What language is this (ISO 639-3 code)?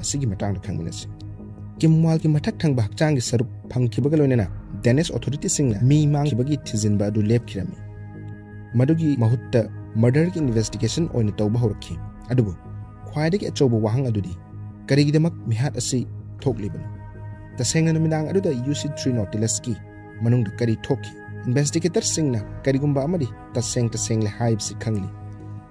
mni